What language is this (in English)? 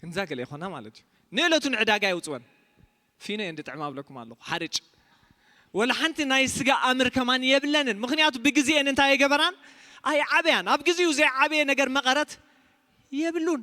Tigrinya